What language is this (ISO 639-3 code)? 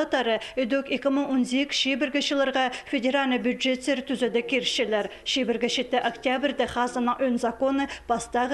kjh